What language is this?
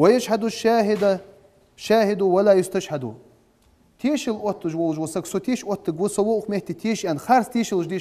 Ingush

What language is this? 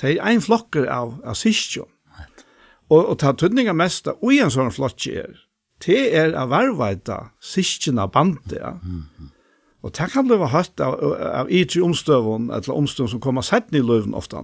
Faroese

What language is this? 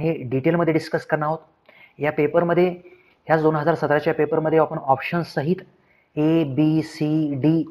Marathi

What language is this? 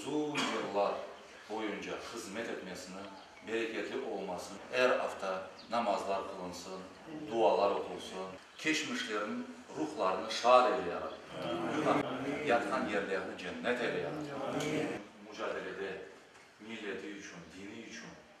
Crimean Tatar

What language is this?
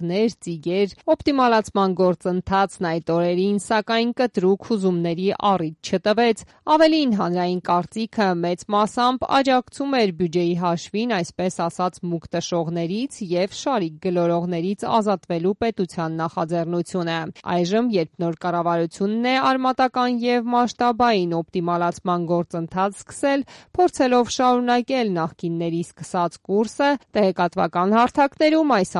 Armenian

